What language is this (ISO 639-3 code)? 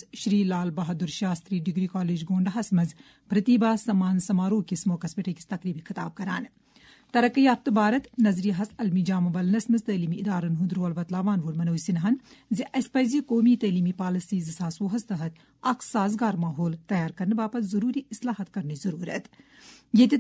kas